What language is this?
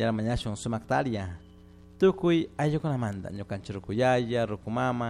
Chimborazo Highland Quichua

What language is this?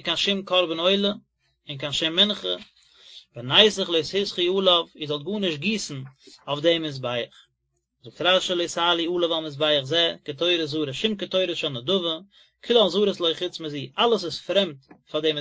Yiddish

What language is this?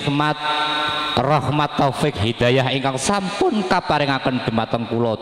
Javanese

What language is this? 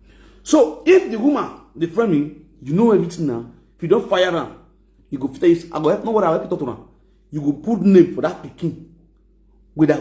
Nigerian Pidgin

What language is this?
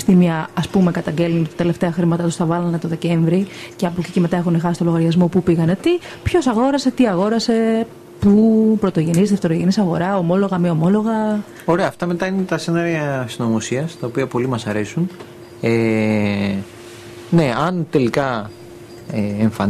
Greek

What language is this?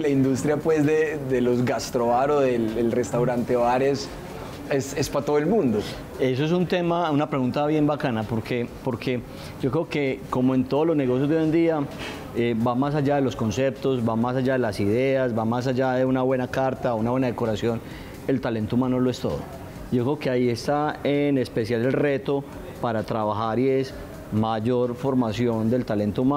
Spanish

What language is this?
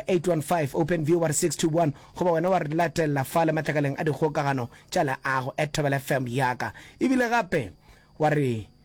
Northern Sotho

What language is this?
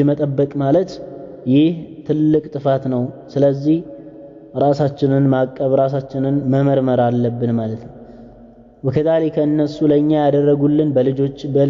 Amharic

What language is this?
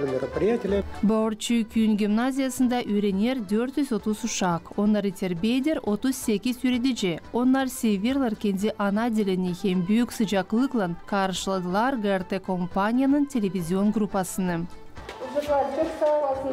Gagauz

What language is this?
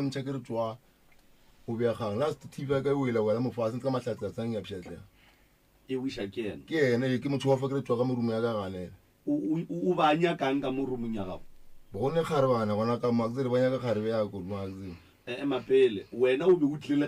Northern Sotho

